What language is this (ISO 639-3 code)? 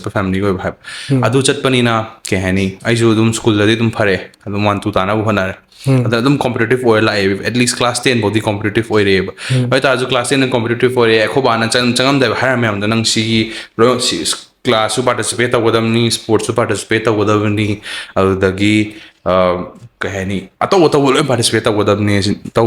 mni